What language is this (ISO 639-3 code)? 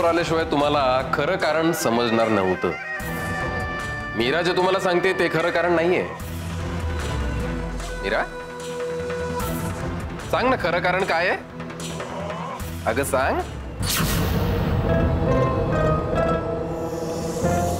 mar